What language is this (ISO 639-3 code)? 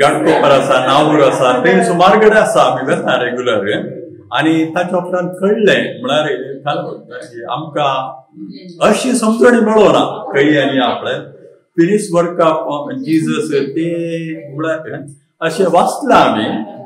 kok